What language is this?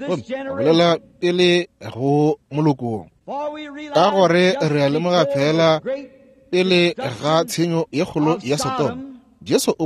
Northern Sotho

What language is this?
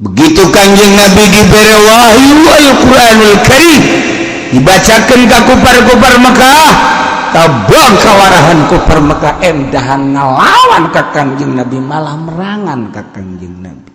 Sundanese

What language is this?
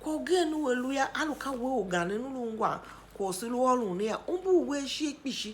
Tiv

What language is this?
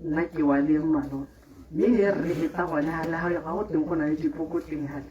Tswana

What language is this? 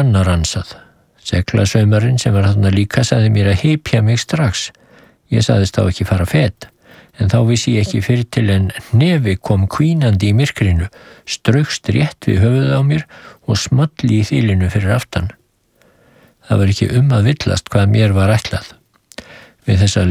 Icelandic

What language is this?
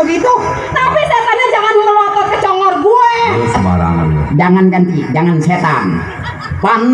Betawi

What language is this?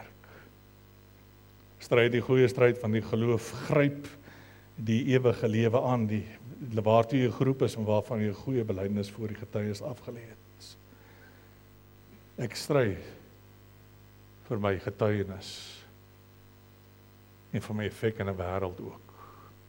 Afrikaans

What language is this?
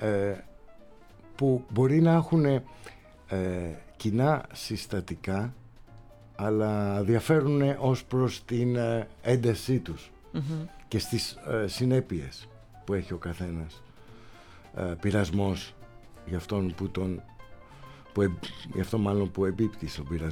Greek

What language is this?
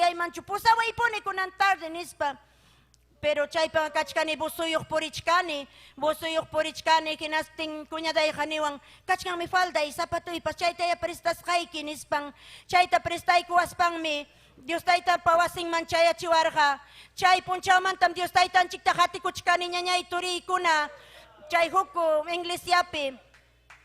Ayacucho Quechua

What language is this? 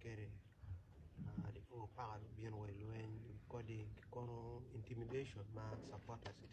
Acoli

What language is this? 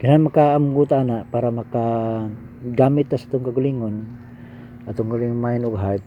Cebuano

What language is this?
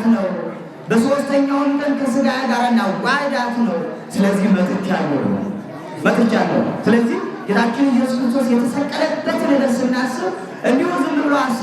Amharic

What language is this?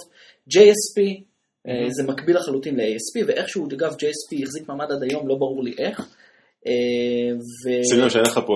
Hebrew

